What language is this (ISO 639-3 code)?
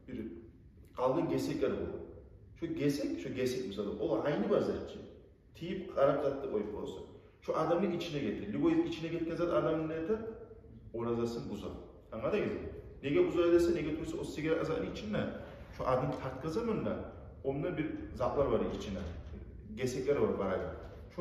kum